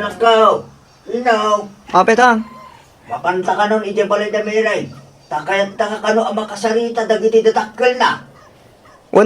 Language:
Iloko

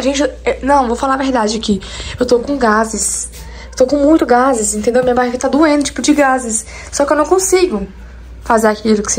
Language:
Portuguese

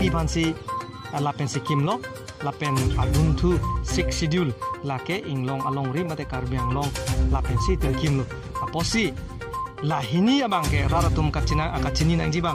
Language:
Karbi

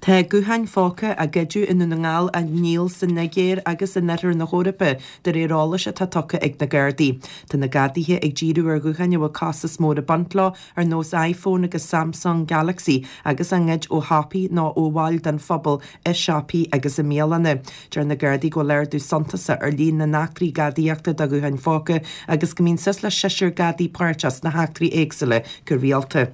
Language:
Irish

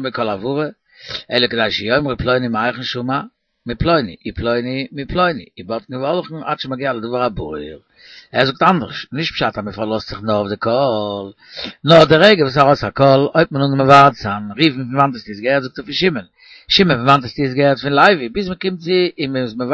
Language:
Yiddish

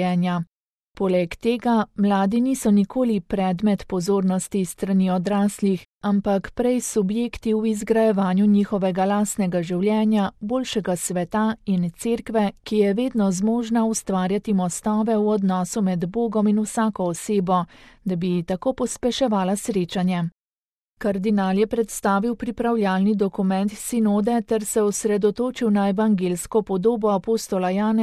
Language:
Slovenian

